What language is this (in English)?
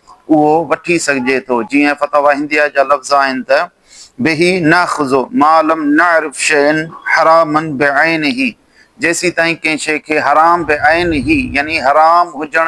Sindhi